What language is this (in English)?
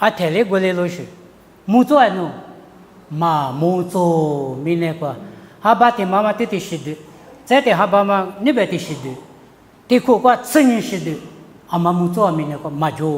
Lisu